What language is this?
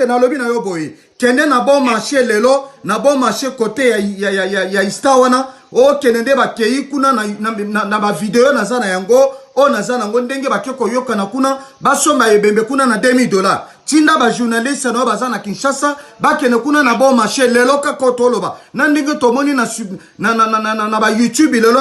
Lingala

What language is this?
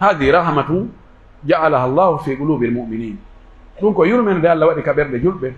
Pular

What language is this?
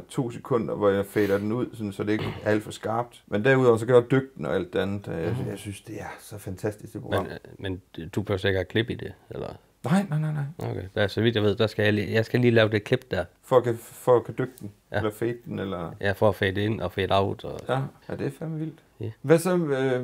Danish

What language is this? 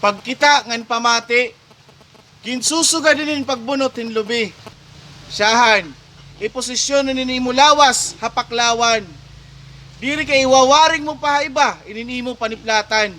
Waray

